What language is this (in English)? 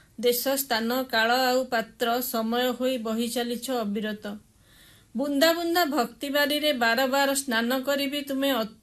Odia